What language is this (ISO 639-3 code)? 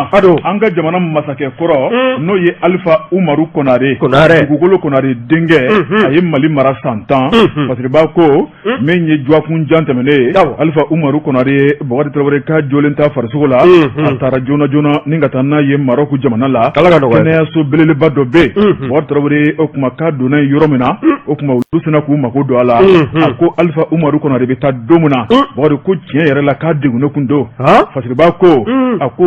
bam